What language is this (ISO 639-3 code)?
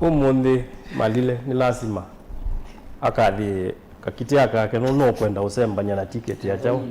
kam